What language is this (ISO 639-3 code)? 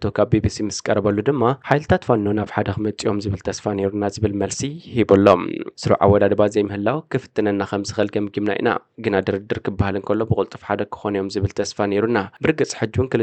tir